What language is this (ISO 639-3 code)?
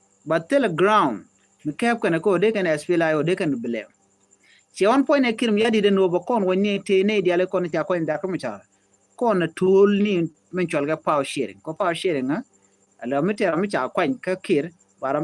nus